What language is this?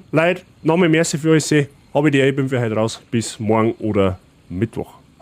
Bavarian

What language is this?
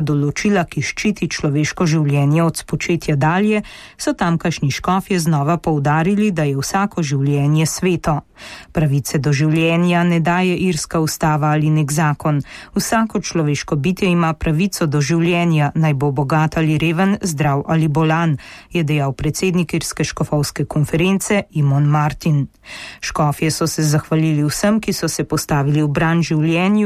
Slovenian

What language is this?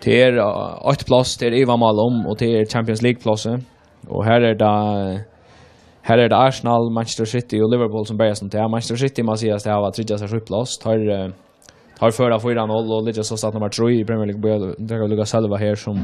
Faroese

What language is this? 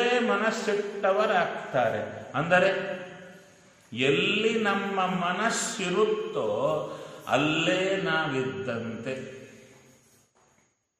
Kannada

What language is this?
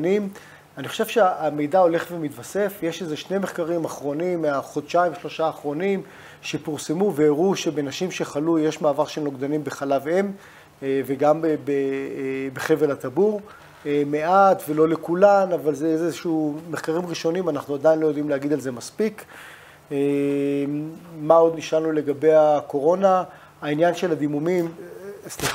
Hebrew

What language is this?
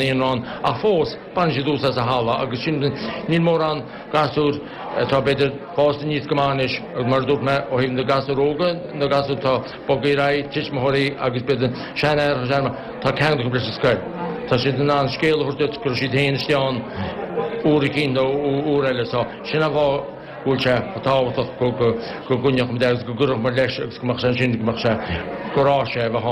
Irish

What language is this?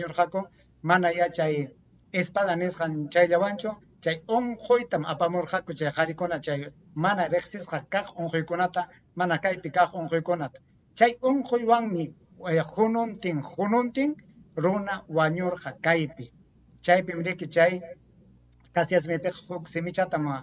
Ayacucho Quechua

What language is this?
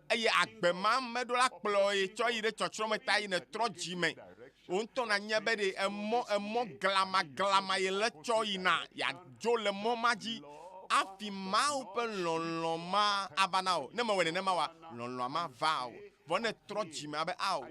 Ewe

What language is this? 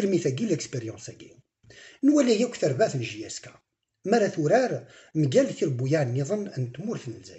Kabyle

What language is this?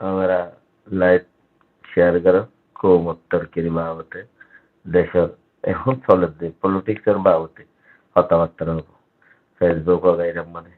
Rohingya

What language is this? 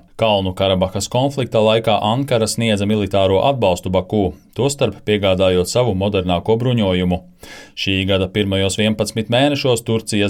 Latvian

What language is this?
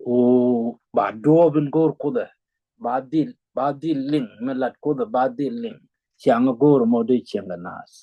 Nuer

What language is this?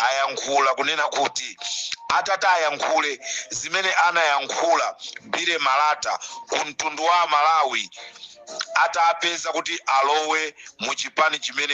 Nyanja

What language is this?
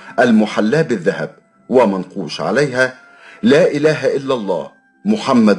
Egyptian Arabic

